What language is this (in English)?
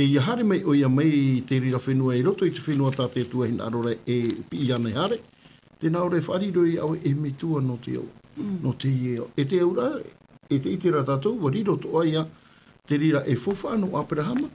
Tahitian